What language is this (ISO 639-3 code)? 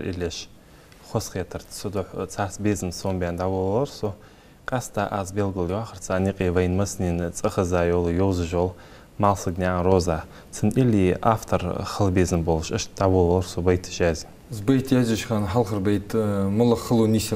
inh